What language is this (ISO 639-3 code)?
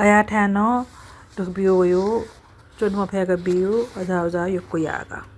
new